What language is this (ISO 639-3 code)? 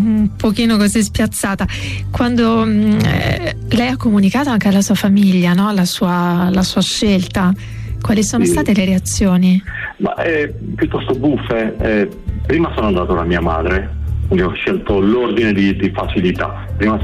ita